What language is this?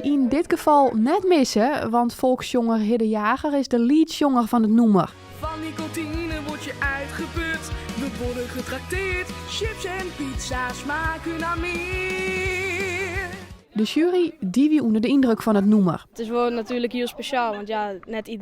Western Frisian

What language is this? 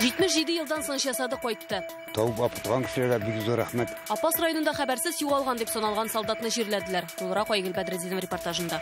Tatar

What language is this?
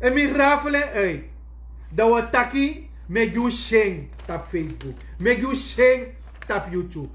Sranan Tongo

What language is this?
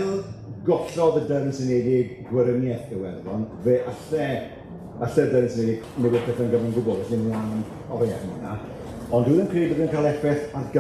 Welsh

